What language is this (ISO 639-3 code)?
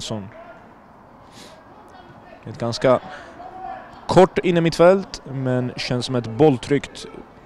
swe